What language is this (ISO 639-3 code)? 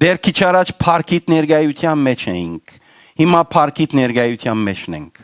hyw